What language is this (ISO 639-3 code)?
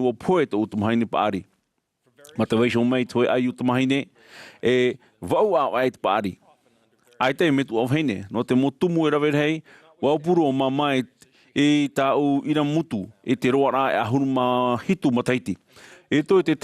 tah